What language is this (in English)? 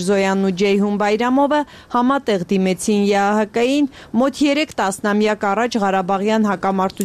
Armenian